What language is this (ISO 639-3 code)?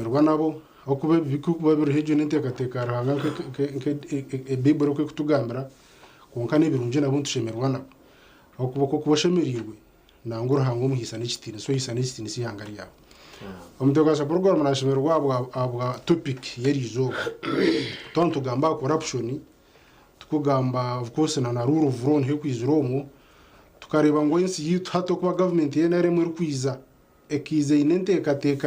nyn